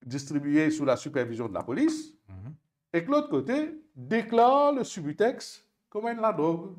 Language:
Morisyen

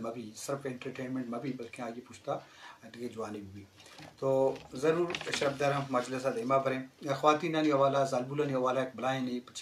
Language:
Eastern Balochi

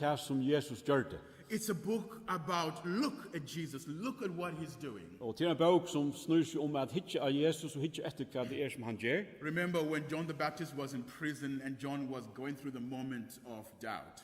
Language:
Faroese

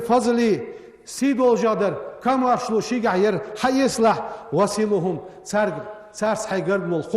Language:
Ingush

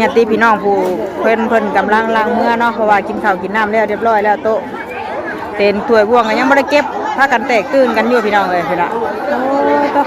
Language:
Northeastern Thai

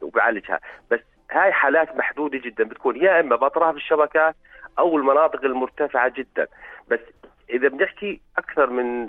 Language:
North Levantine Arabic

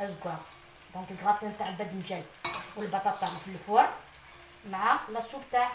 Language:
Algerian Arabic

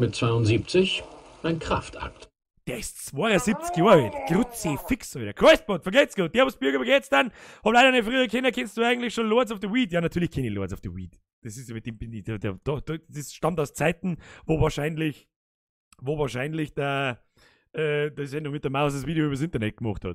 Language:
Bavarian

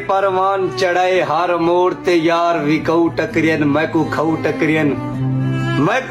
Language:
Saraiki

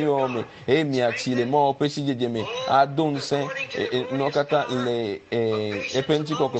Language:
Ewe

